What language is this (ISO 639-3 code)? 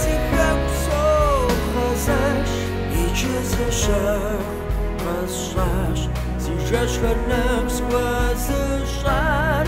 kbd